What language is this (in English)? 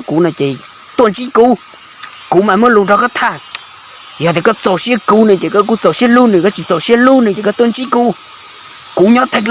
Hmong